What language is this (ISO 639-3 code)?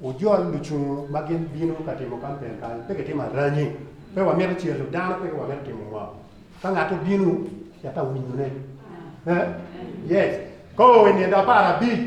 ach